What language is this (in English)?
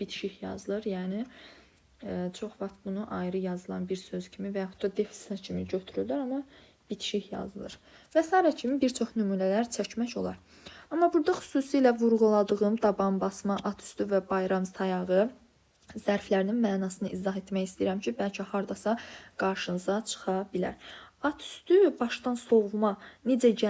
Azerbaijani